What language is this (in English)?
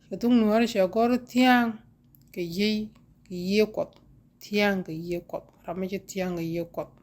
Nuer